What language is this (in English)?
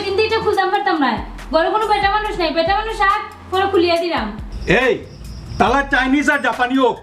Sylheti